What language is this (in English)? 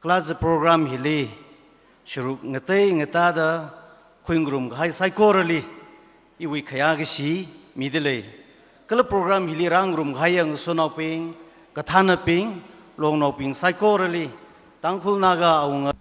Tangkhul Naga (India)